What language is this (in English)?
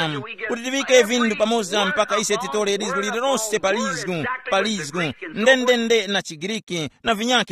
Tumbuka